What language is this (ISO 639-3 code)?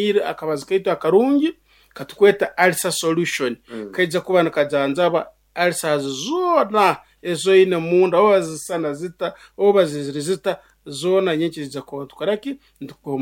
nyo